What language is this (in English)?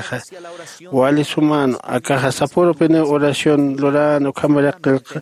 Aymara